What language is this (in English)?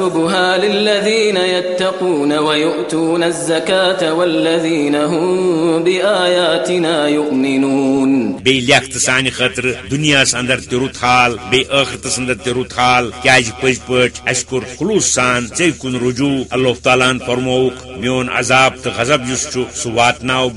Kashmiri